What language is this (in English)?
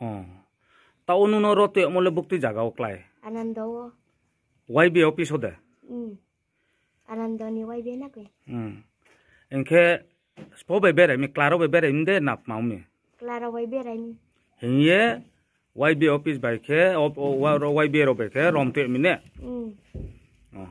Riang (India)